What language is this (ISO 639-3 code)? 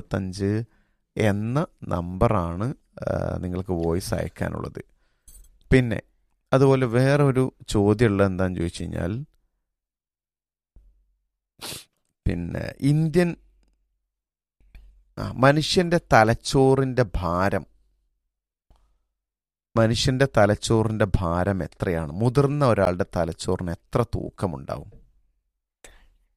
mal